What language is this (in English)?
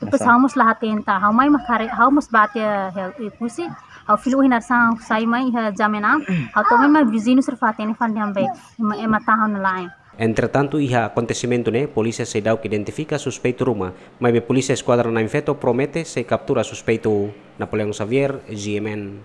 Tetum